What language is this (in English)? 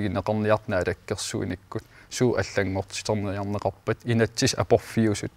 Kalaallisut